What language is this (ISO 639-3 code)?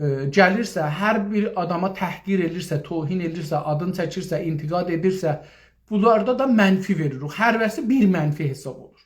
azb